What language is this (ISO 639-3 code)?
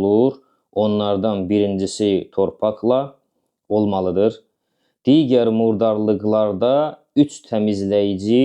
aze